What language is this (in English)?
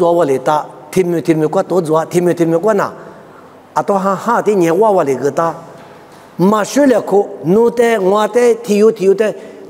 Lisu